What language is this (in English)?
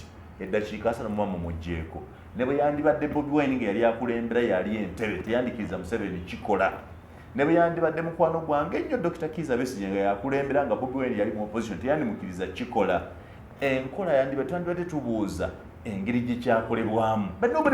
Ganda